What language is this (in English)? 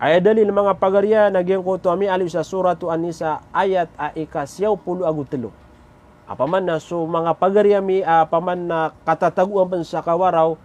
Maranao